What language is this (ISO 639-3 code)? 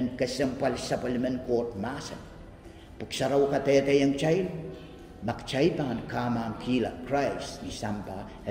pon